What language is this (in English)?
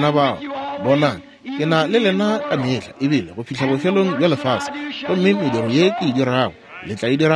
Northern Sotho